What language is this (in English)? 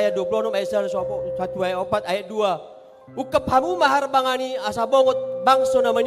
Batak Toba